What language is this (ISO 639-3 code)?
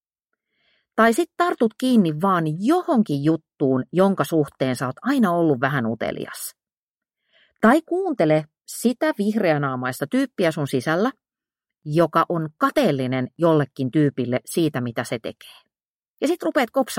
fin